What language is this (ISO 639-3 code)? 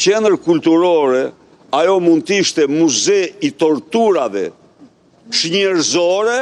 sqi